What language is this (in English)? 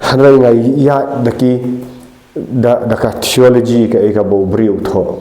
Khasi